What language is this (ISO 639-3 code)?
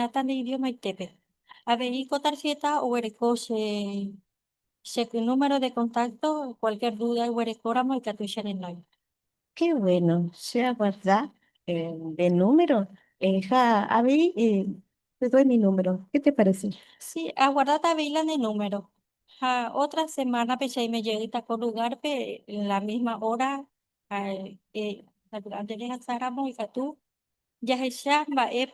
grn